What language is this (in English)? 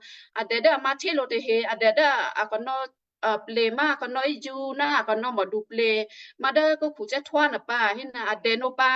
Western Kayah